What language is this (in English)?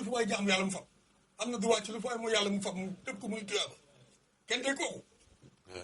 Wolof